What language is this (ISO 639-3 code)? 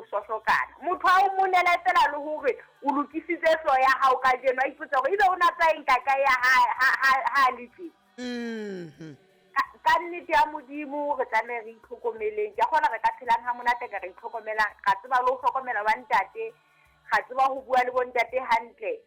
sot